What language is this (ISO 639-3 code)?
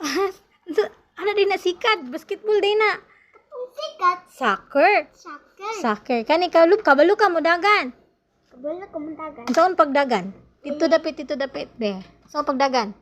ceb